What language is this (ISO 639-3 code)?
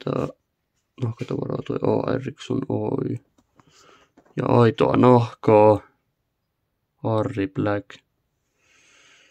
fin